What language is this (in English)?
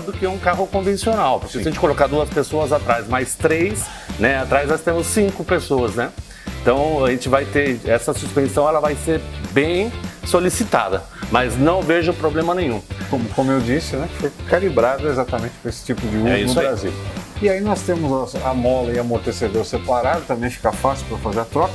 Portuguese